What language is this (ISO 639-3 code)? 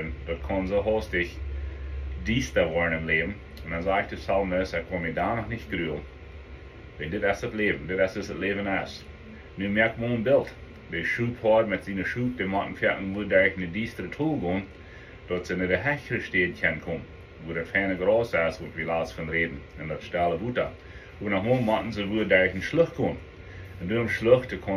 pdt